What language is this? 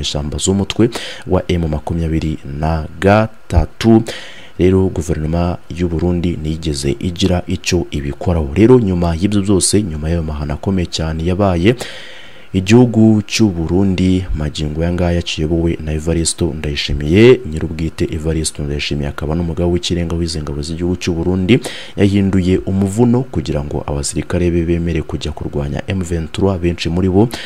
Kinyarwanda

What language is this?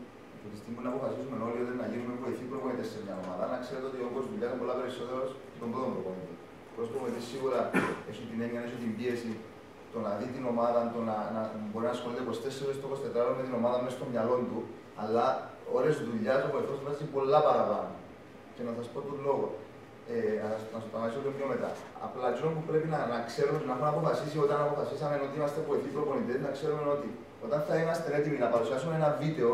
Greek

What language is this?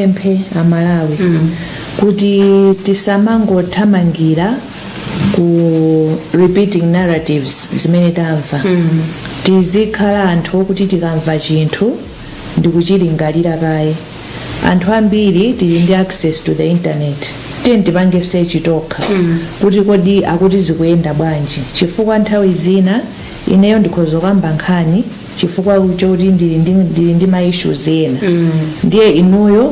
Nyanja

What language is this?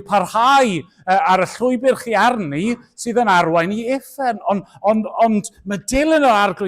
Welsh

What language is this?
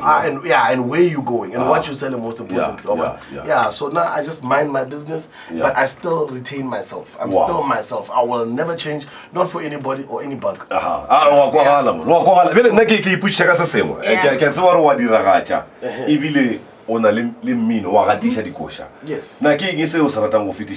Northern Sotho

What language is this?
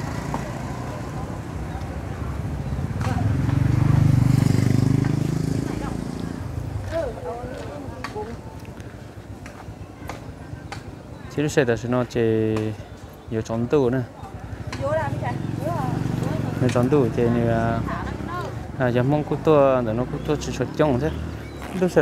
Vietnamese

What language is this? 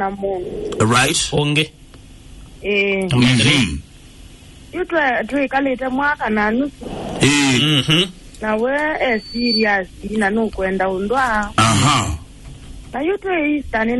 Kamba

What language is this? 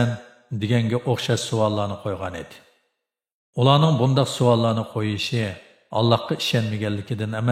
Uyghur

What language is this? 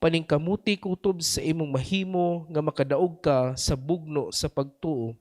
Cebuano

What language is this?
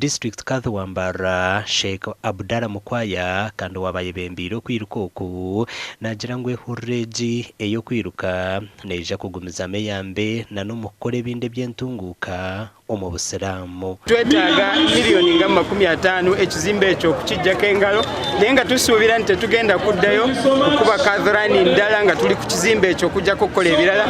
Nyankole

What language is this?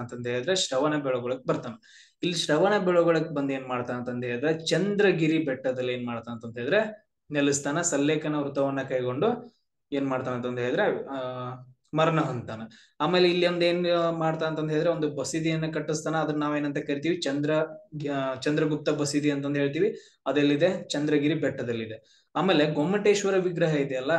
Kannada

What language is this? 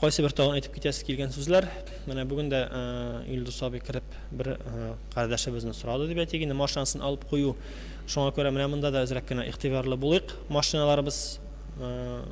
Tatar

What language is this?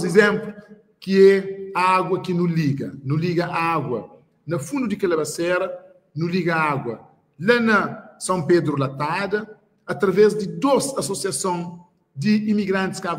Kabuverdianu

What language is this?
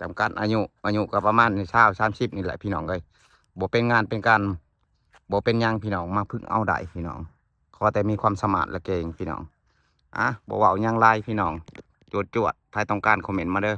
Lao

